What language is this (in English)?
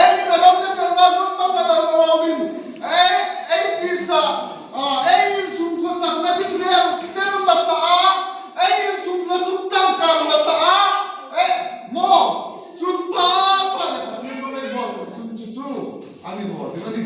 Hmar